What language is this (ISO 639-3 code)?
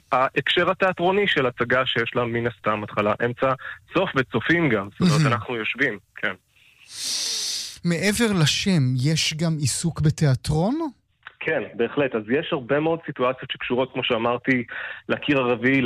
heb